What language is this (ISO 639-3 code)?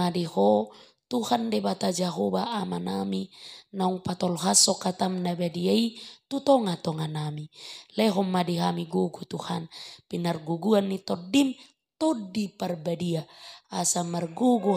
bbc